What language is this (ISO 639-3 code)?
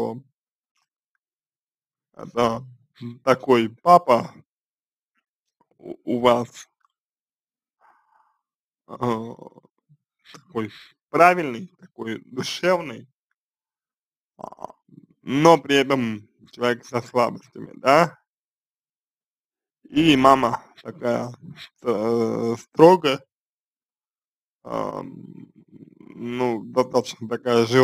rus